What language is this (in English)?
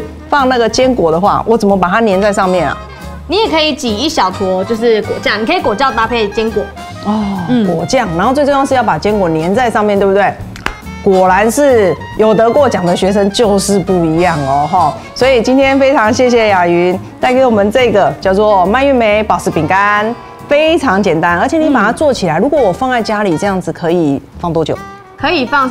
Chinese